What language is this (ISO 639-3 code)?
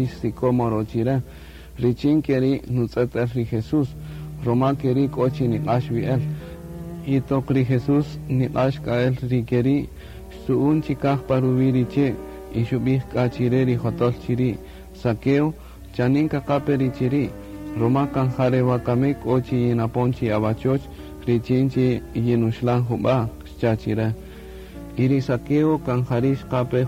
cak